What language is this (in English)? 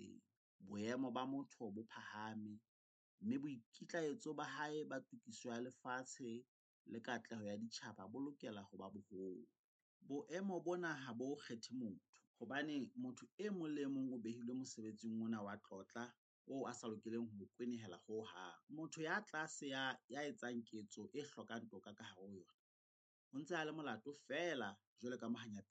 Southern Sotho